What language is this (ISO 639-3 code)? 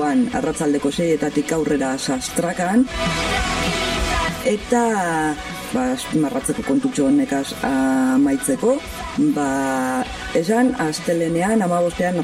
eus